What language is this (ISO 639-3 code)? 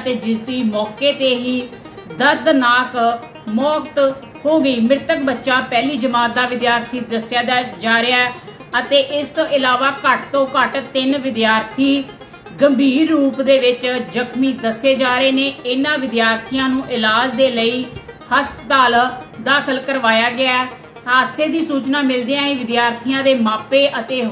pan